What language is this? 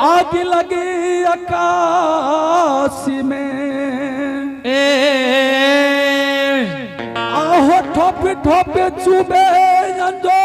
Angika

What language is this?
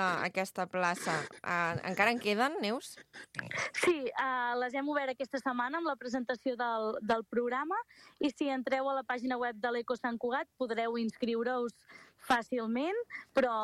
Catalan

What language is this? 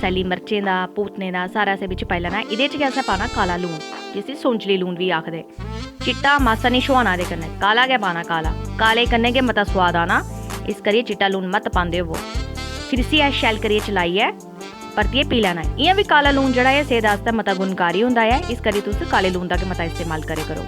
Dogri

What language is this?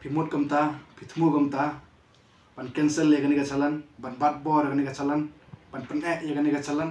Khasi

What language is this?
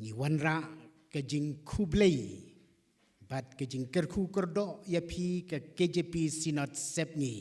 Khasi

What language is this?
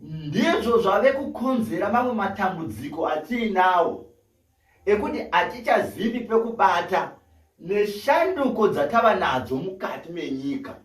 Shona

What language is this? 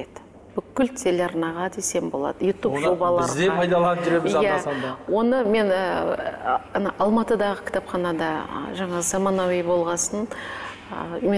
Kazakh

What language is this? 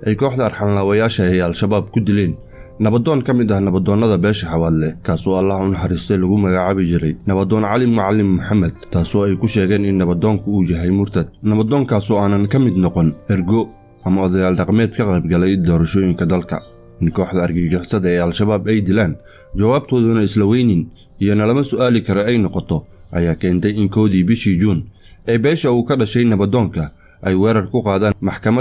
Somali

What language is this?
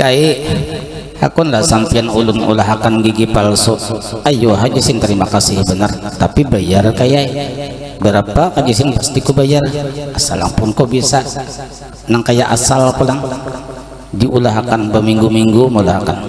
Banjar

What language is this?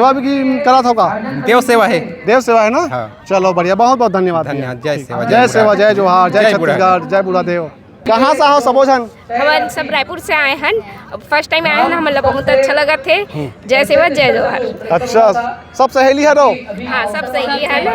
Chhattisgarhi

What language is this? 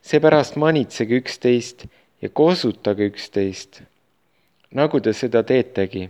Estonian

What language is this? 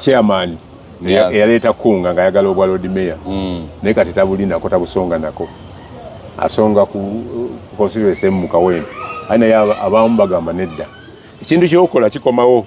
Ganda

